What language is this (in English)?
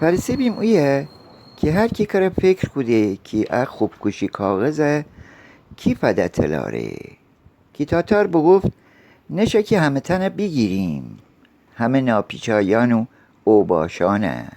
Gilaki